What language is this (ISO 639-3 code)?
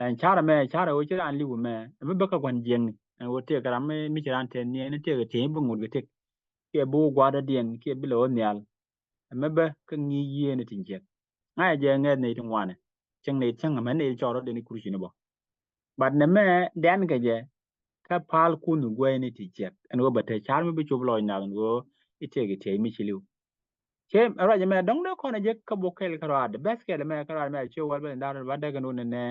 nus